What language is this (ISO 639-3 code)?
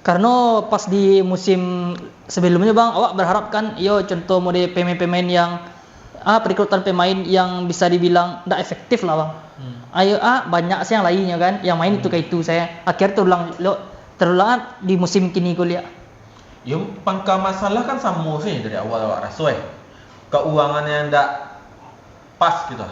min